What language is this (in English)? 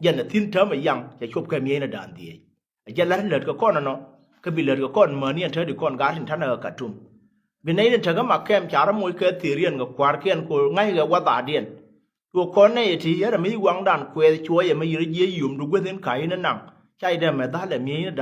Nuer